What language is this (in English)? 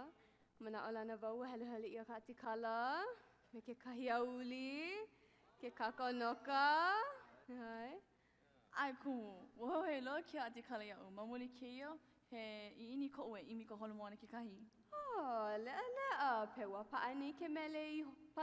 Hawaiian